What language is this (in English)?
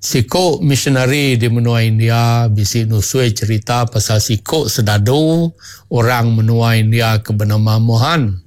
Iban